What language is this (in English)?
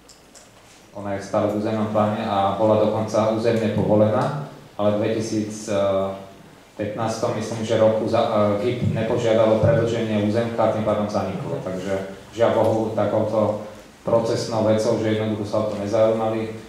Slovak